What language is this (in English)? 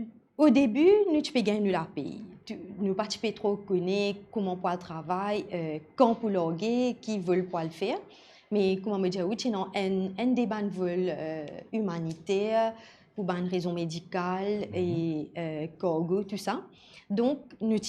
Morisyen